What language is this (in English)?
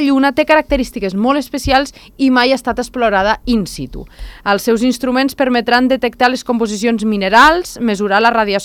Catalan